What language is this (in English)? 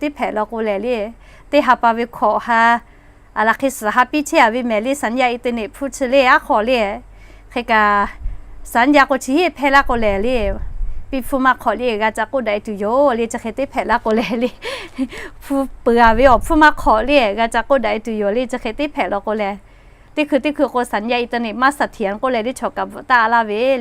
Lahu